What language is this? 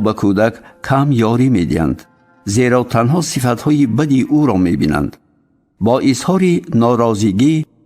Tajik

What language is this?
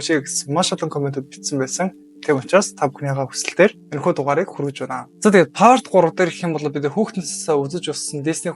Mongolian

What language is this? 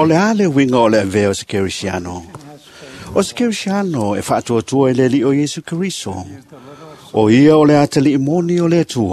Samoan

